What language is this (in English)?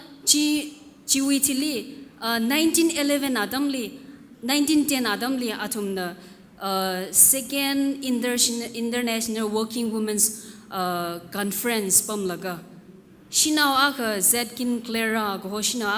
Tangkhul Naga (India)